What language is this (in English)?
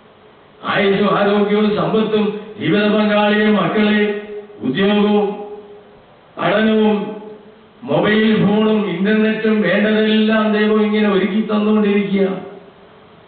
Malayalam